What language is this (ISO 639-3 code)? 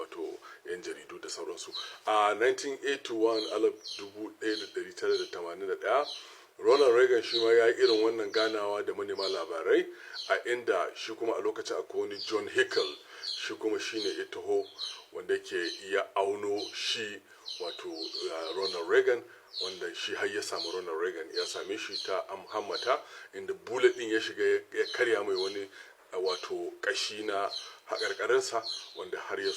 hau